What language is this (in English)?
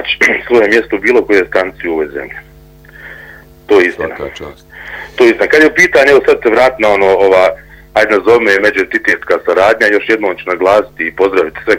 Bosnian